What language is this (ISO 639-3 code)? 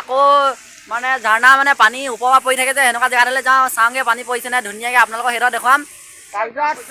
asm